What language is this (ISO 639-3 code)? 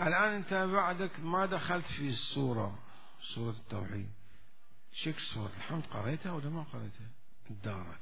acm